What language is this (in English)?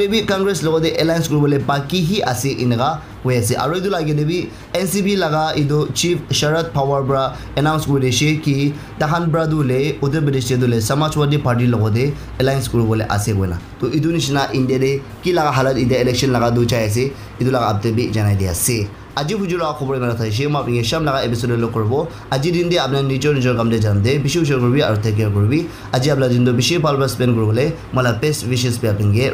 Naga Pidgin